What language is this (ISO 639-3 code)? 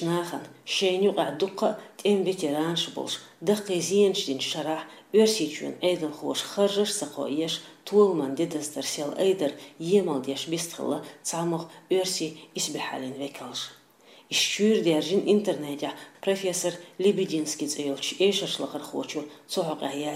che